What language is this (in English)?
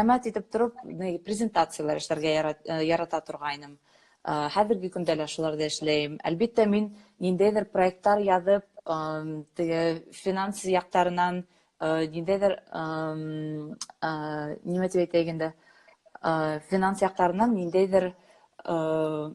Bashkir